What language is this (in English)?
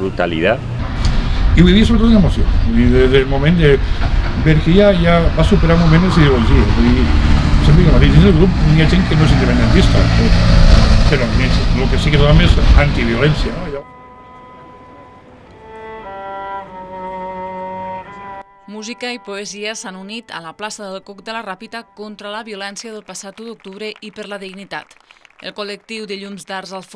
Catalan